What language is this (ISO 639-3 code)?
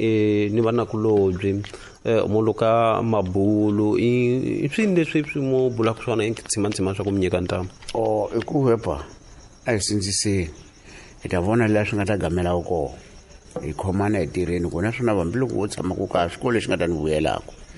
tso